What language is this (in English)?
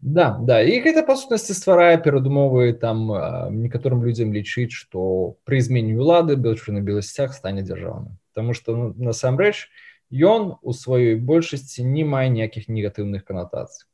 Belarusian